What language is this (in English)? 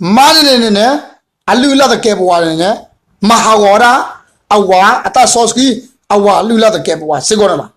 S'gaw Karen